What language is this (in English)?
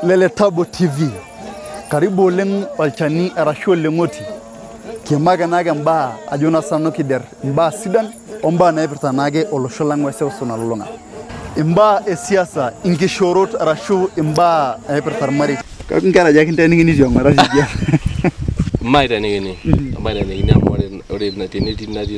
Masai